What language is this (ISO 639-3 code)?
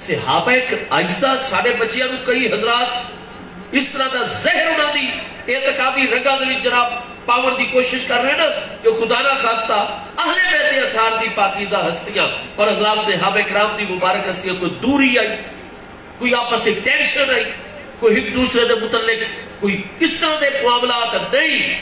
skr